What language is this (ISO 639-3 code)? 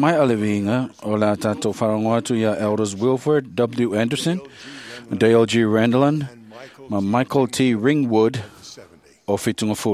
smo